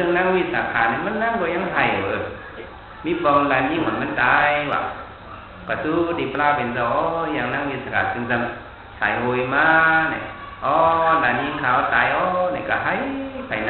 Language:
Shan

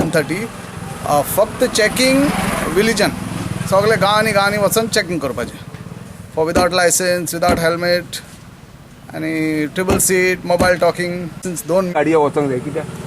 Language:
Konkani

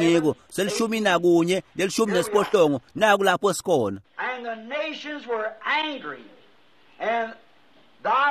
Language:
Swati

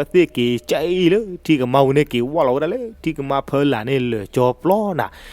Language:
S'gaw Karen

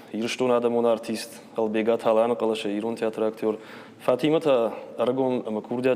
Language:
Ossetic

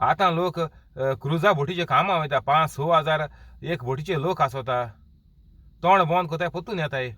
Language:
Konkani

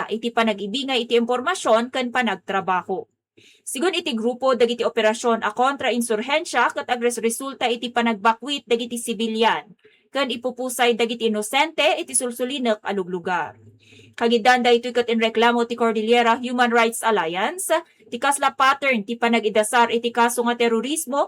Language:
Iloko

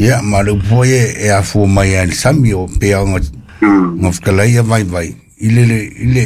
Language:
Samoan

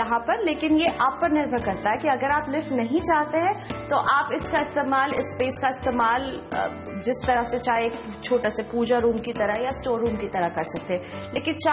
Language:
Hindi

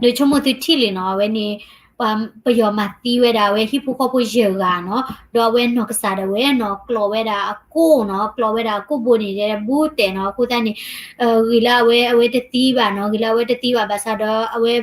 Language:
S'gaw Karen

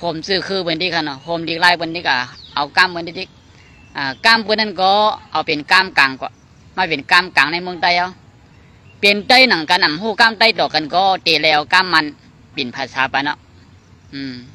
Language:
Shan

